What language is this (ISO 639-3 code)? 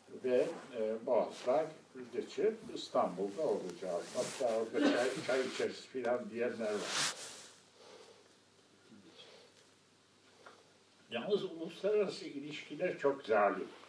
tur